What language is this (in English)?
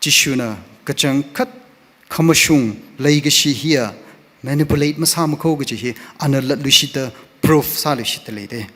Tangkhul Naga (India)